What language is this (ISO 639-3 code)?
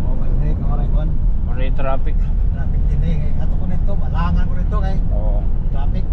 war